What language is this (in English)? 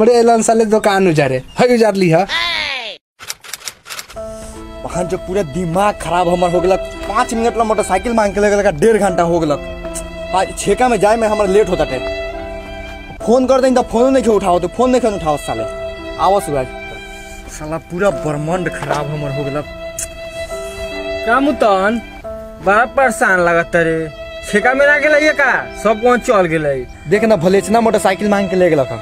Bhojpuri